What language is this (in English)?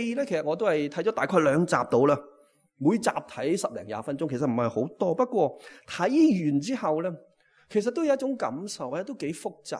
Cantonese